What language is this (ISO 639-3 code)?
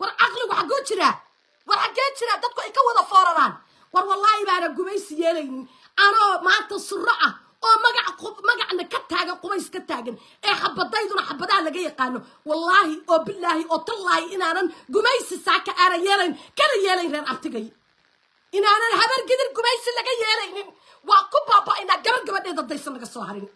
som